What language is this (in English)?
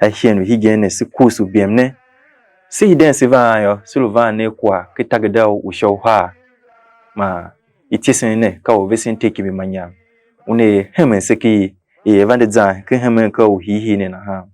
Tiv